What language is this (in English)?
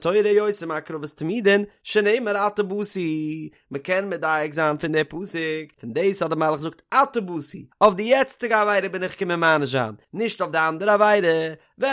Yiddish